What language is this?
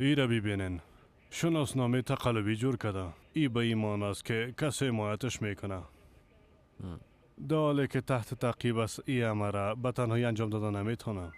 Persian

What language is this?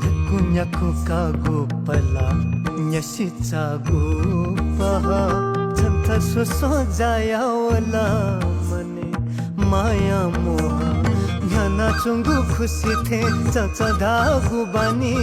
Newari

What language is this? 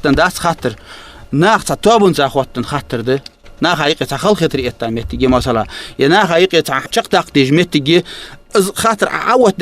Ingush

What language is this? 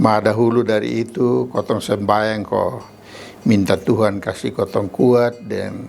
Kupang Malay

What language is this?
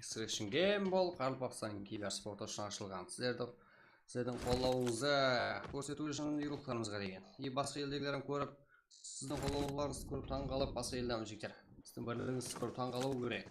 Kara-Kalpak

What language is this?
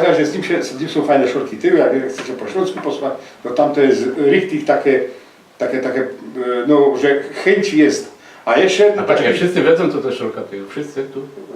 Silesian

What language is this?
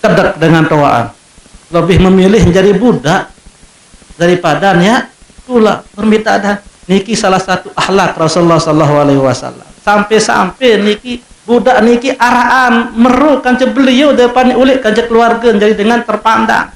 Sasak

